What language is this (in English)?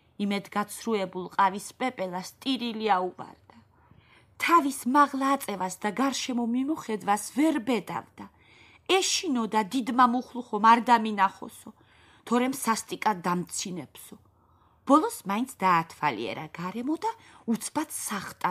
Georgian